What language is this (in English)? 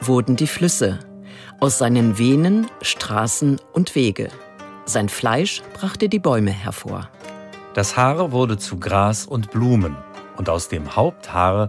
German